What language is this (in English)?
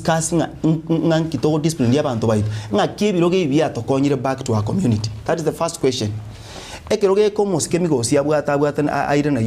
Gusii